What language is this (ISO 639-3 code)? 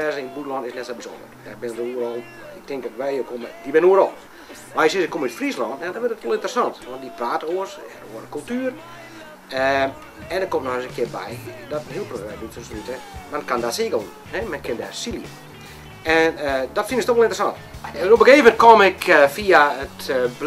fry